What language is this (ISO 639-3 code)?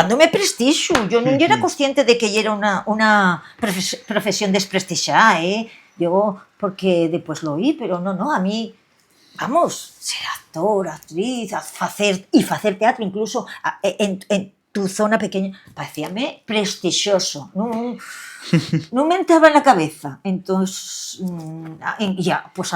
ast